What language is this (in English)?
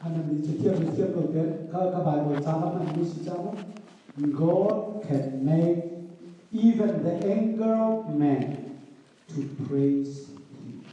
Hakha Chin